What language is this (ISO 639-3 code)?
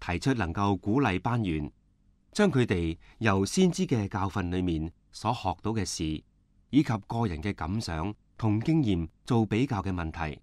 yue